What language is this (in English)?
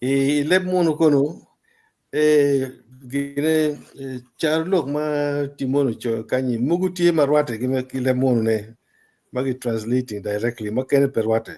Acoli